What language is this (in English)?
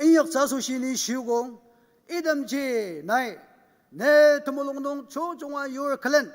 Ao Naga